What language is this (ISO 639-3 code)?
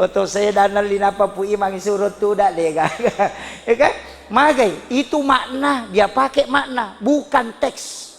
bug